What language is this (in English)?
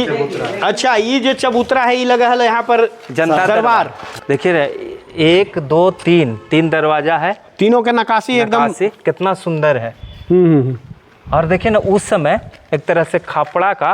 Magahi